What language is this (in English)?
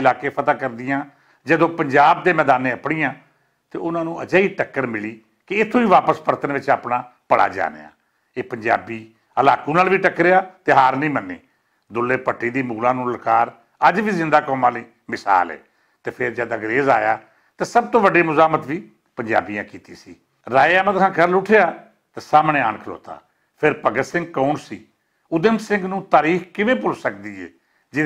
Western Panjabi